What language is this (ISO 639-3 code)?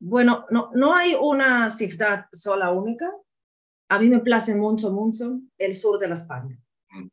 lad